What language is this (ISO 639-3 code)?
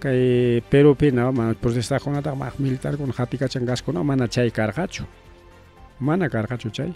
quy